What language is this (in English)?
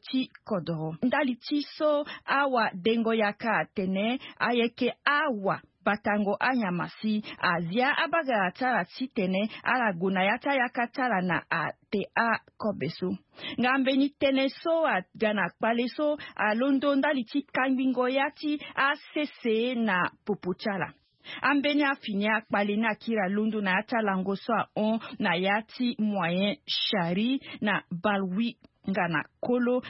Sango